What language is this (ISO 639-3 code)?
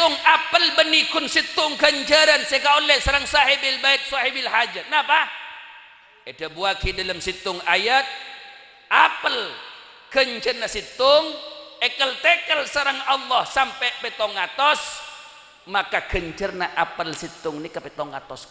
mad